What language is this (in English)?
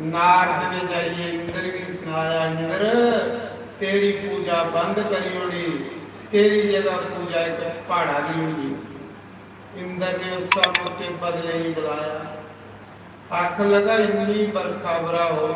Dogri